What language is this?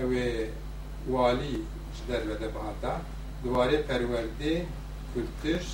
Kurdish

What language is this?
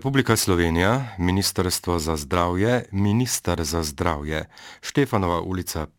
Slovenian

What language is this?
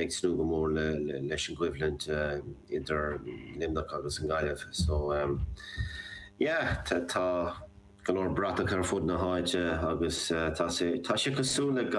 Irish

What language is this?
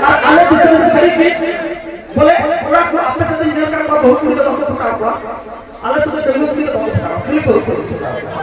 Santali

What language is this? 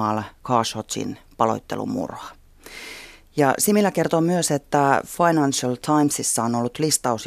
Finnish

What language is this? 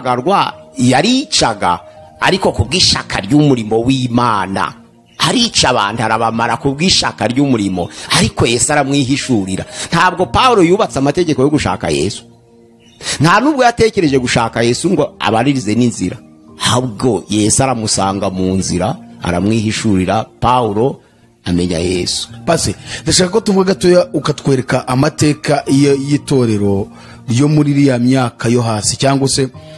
Kinyarwanda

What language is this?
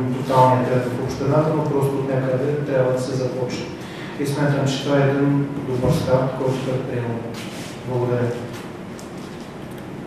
Bulgarian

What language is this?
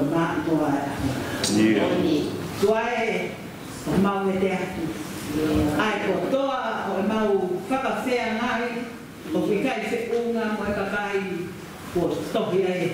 Tongan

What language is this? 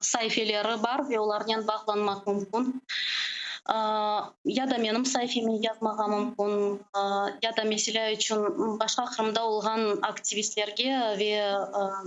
Crimean Tatar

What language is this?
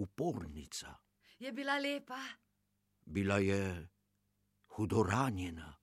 Slovenian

